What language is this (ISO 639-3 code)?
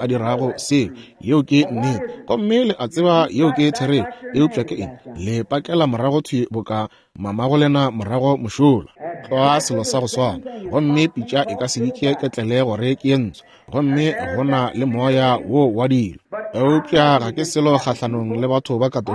nso